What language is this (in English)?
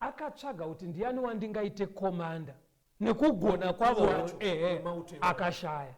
Shona